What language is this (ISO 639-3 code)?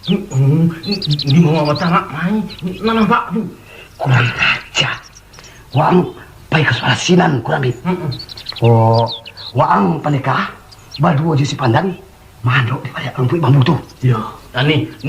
min